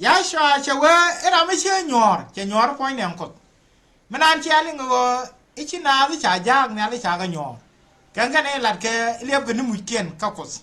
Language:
Nuer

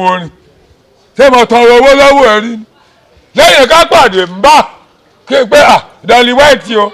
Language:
Yoruba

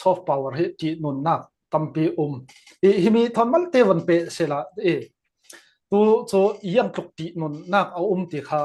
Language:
Falam Chin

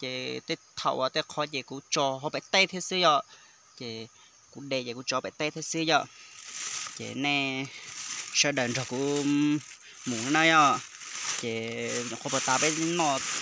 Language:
Hmong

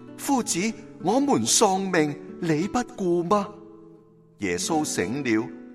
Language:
Cantonese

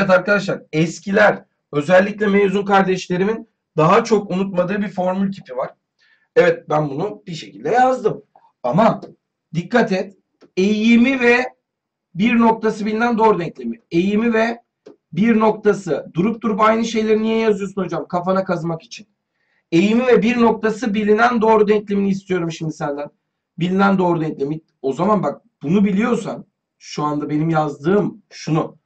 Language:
Turkish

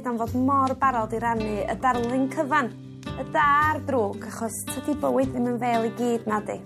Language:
Welsh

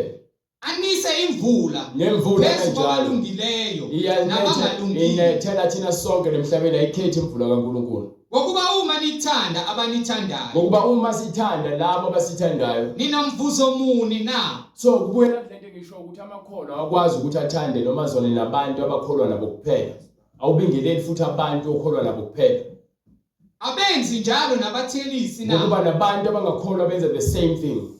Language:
Zulu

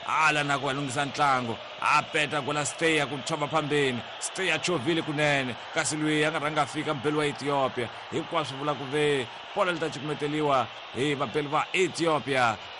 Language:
Tsonga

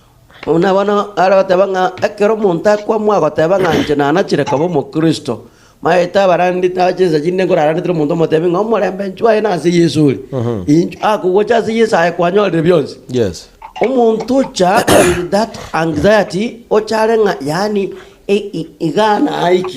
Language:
Gusii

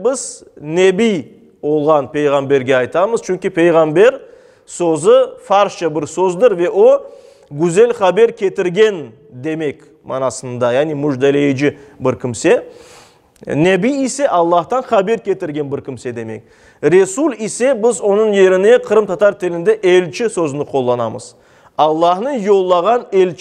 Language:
Crimean Tatar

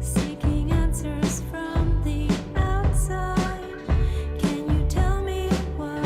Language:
Western Canadian Inuktitut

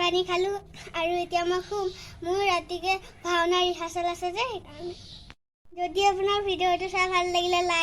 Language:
Assamese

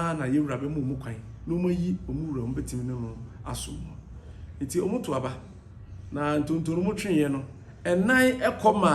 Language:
Akan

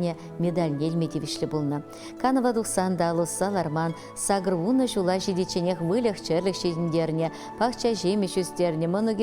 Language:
Chuvash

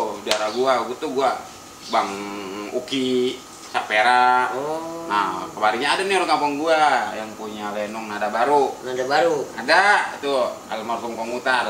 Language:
Betawi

